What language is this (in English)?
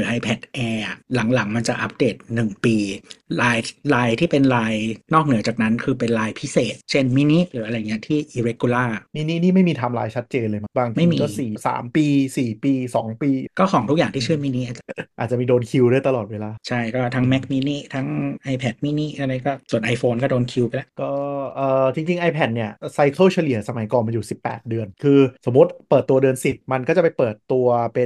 Thai